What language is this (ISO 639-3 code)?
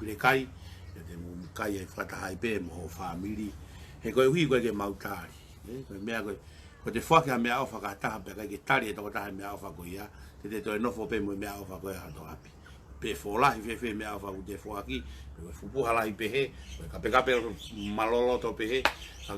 ton